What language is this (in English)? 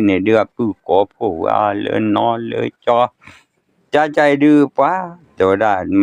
S'gaw Karen